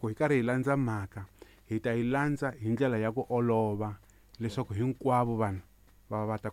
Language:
Tsonga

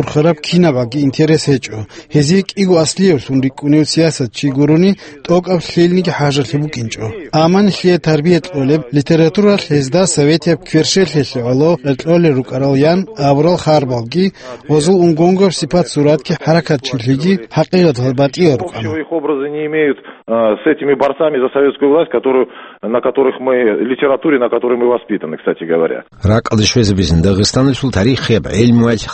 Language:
Avaric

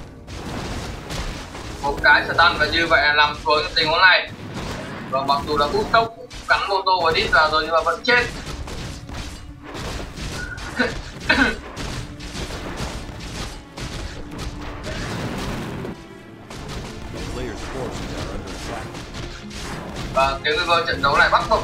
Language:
Vietnamese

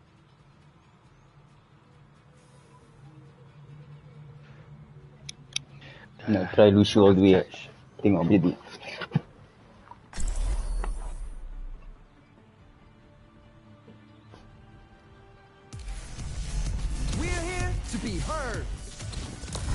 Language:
Malay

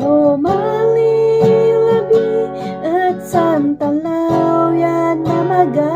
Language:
Kankanaey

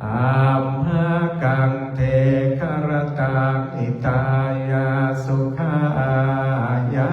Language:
Pali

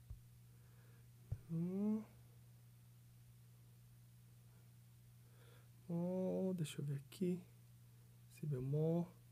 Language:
Portuguese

